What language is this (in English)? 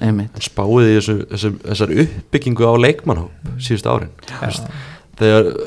Icelandic